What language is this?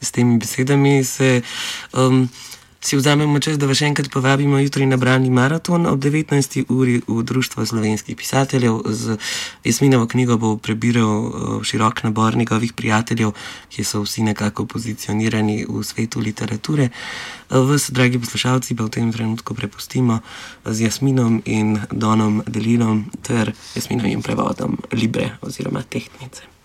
Slovenian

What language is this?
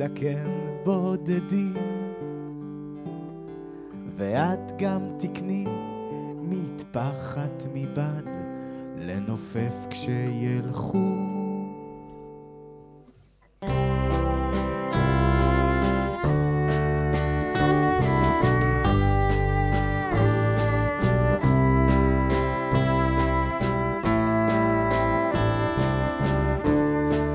Hebrew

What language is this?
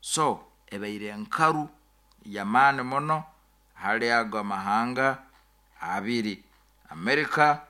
Nyoro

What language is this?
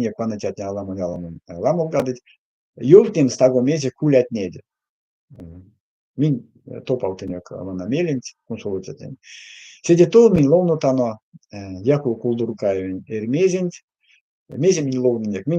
Erzya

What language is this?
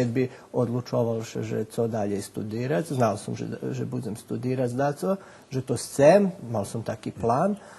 Rusyn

